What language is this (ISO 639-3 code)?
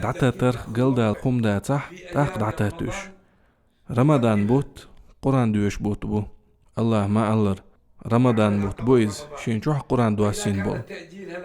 che